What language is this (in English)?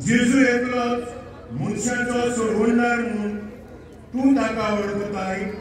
Konkani